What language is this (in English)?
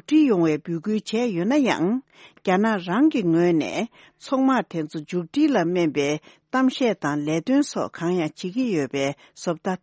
Tibetan